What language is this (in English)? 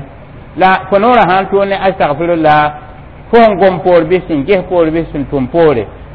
Mossi